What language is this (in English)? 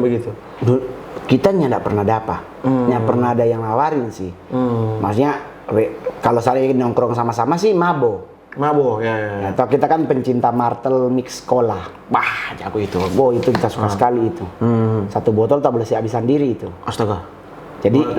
Manado Malay